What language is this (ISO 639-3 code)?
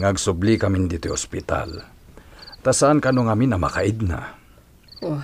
ilo